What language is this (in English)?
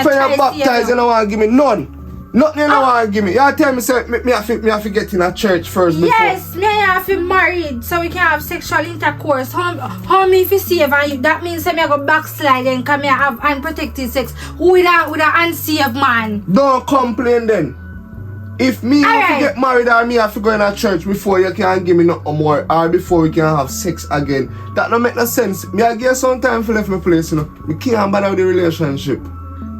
Jamaican Creole English